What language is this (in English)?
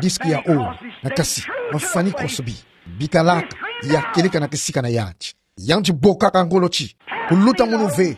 Kituba (Democratic Republic of Congo)